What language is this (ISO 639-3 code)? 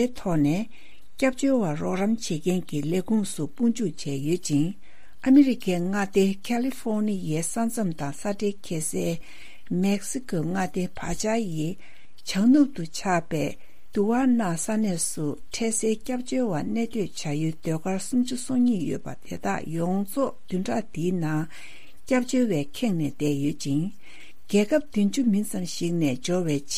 bod